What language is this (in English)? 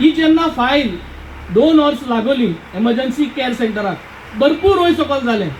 Konkani